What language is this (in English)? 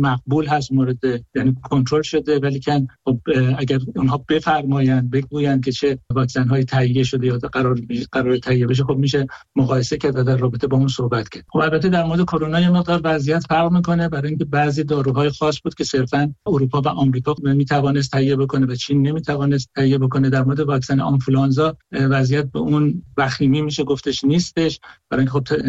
Persian